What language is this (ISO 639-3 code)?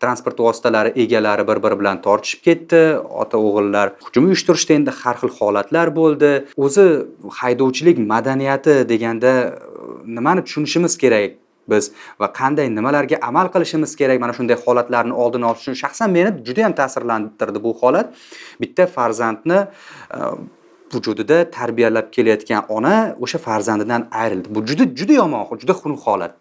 uzb